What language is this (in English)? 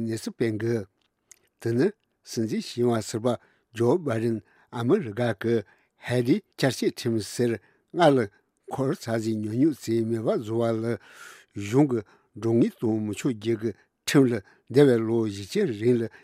Tibetan